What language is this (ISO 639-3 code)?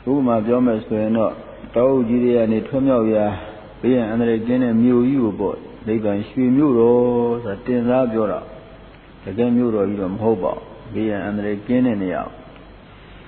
mya